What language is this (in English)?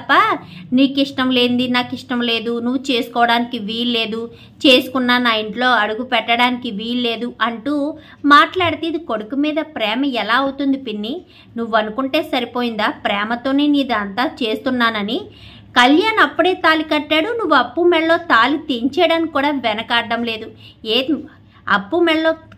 Telugu